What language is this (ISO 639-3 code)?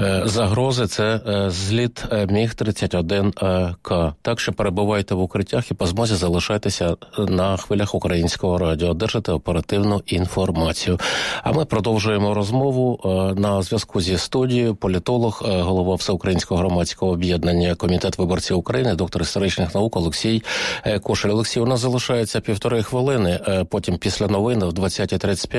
ukr